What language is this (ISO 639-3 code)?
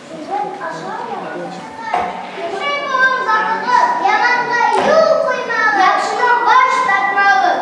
bak